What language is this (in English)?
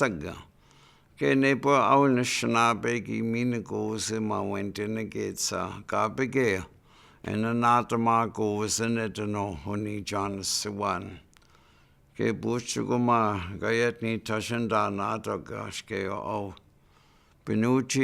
Chippewa